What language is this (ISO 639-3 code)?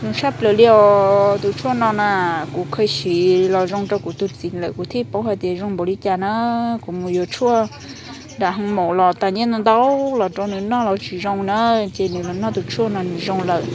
hmn